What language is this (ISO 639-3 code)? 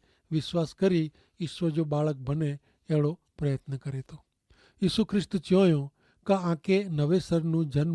kfr